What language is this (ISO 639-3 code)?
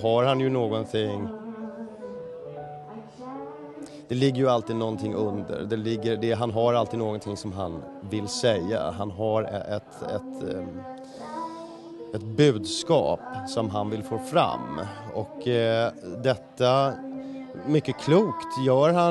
swe